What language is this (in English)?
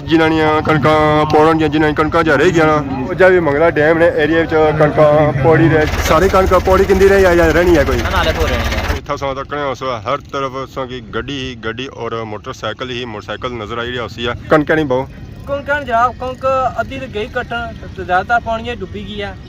Pahari-Potwari